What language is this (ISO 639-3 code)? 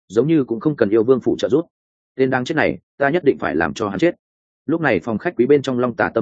vie